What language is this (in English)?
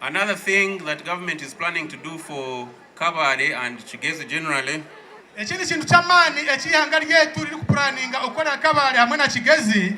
Nyankole